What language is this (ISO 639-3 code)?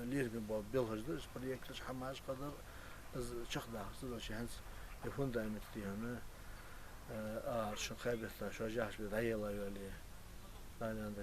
inh